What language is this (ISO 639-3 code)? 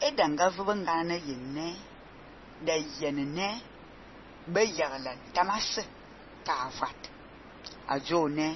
fan